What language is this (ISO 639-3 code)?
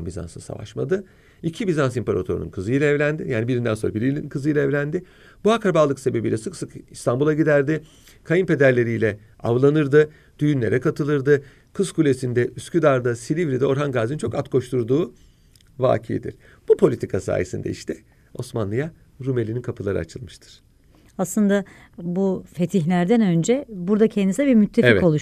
tur